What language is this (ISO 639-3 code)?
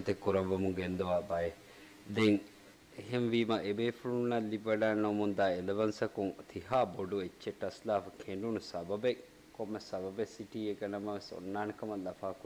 div